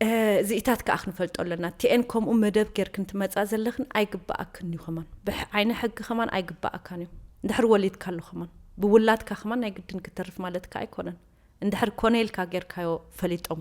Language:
Tigrinya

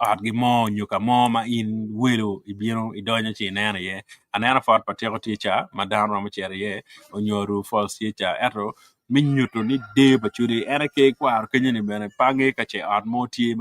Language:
Acoli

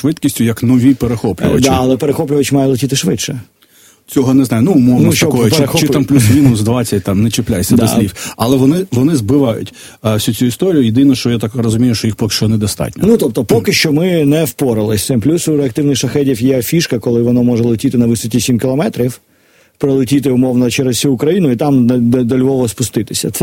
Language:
Ukrainian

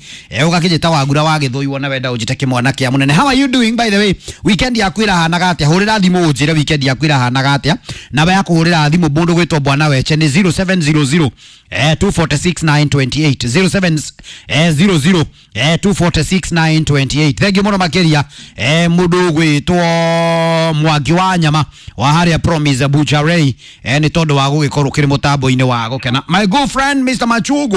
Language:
Kikuyu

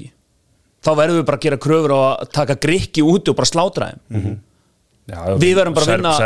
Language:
Icelandic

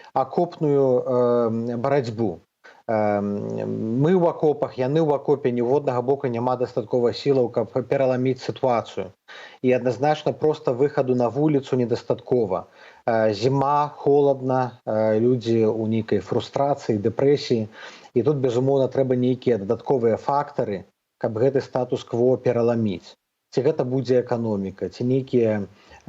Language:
Belarusian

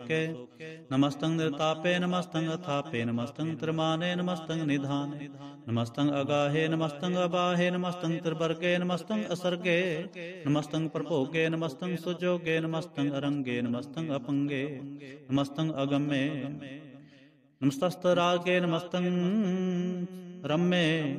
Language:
Punjabi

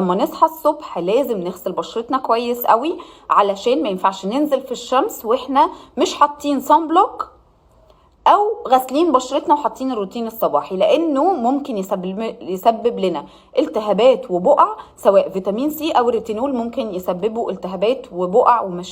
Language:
Egyptian Arabic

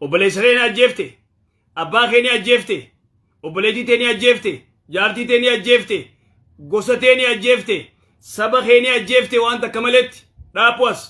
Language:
Oromo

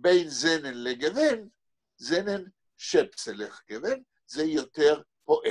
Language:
Hebrew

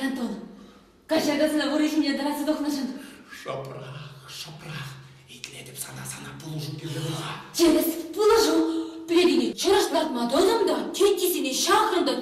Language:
Chuvash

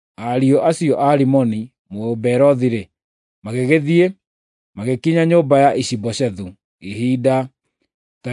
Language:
Kikuyu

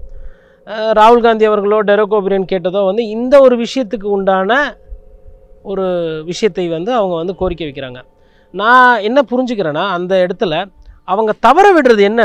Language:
Tamil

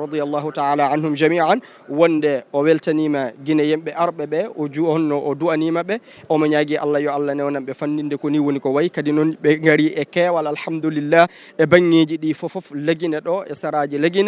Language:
Fula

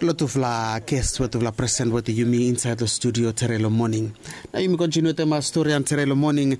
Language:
Bislama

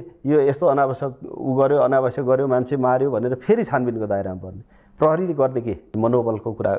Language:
Nepali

